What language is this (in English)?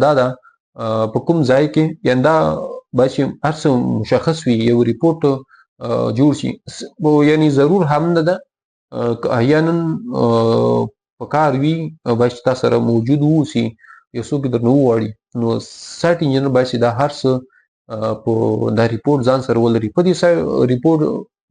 Pashto